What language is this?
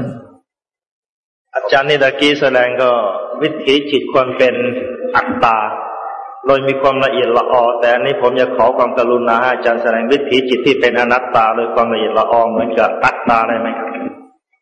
Thai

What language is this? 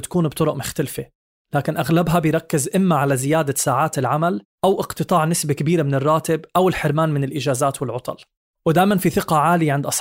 North Levantine Arabic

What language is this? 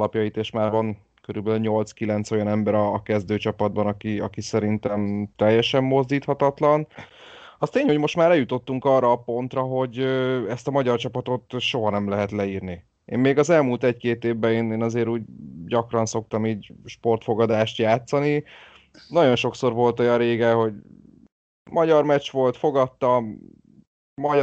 Hungarian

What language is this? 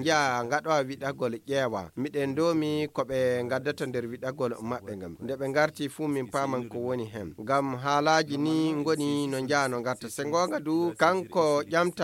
Fula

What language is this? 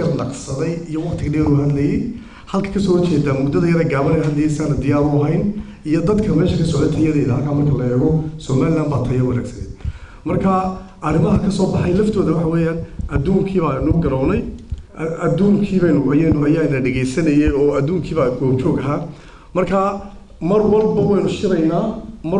Somali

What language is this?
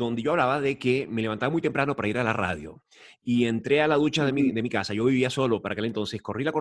Spanish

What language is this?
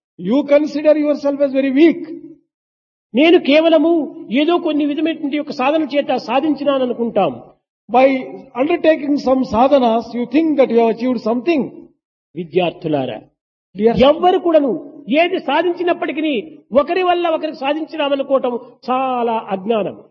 Telugu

